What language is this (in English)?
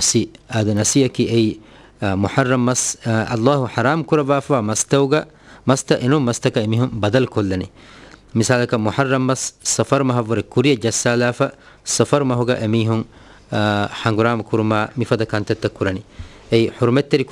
Divehi